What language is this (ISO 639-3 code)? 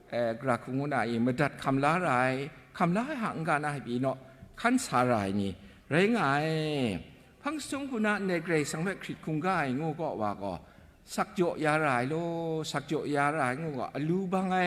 kac